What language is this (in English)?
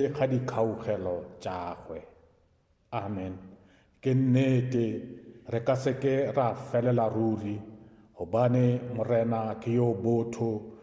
Northern Sotho